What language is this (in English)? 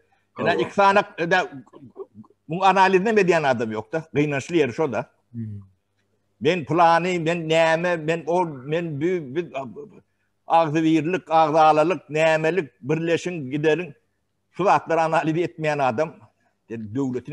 Turkmen